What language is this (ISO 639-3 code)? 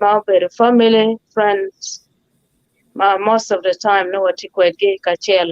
ach